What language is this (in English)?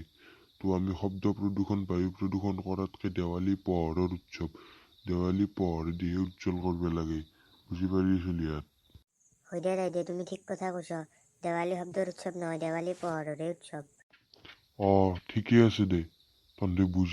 Assamese